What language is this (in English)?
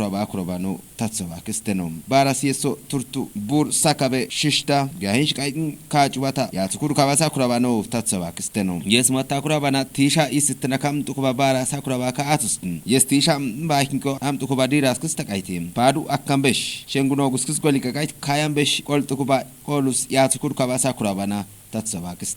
Kafa